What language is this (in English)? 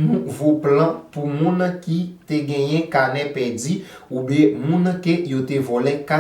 Haitian Creole